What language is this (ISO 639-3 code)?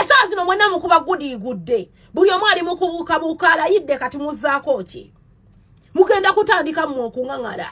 lug